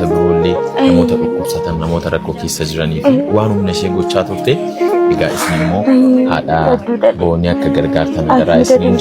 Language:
Oromo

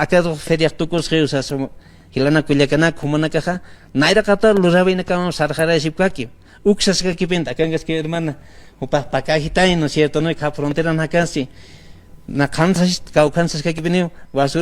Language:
Aymara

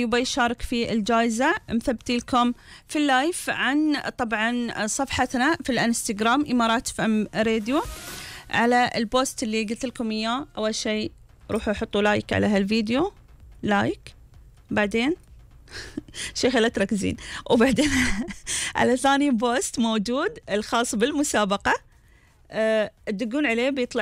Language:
Gulf Arabic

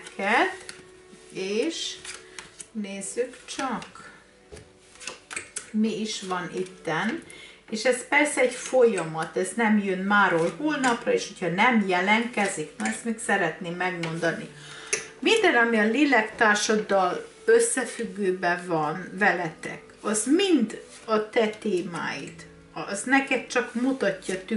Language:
Hungarian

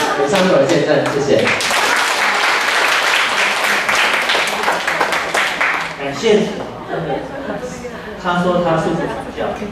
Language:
Chinese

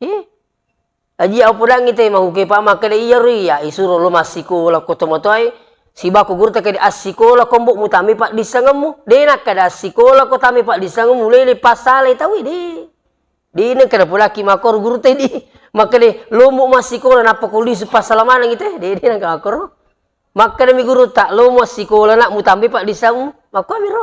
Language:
Buginese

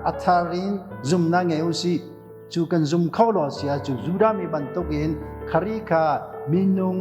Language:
Hakha Chin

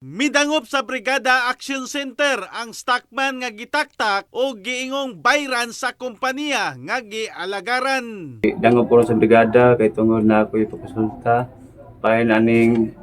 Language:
Cebuano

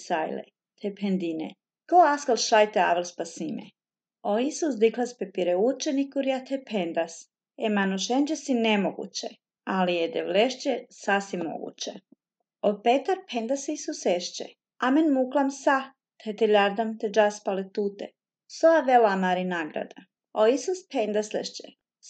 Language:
Slovenian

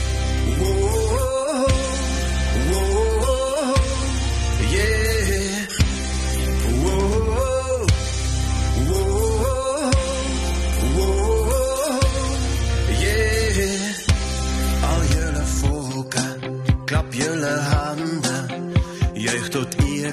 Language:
Afrikaans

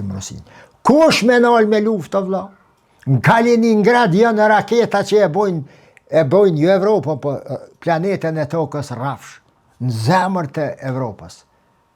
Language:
Albanian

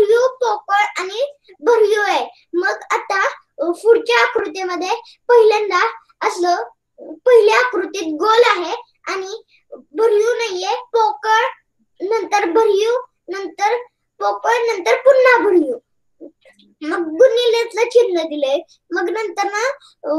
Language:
Marathi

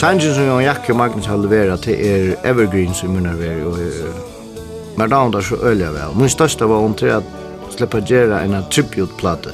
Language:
Faroese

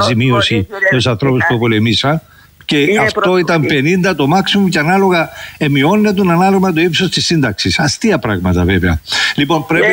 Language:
Greek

